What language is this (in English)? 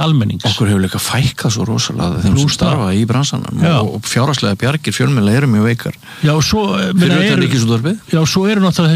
Icelandic